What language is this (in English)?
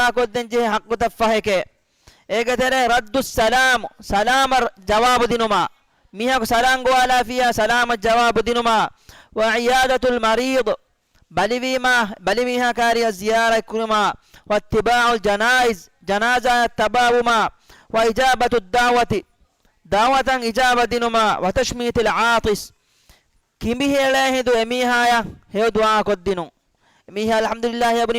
Divehi